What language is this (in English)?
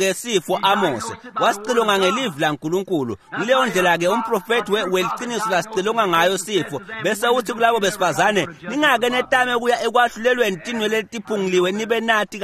Swati